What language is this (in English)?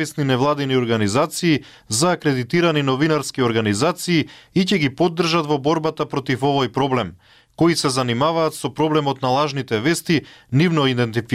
Macedonian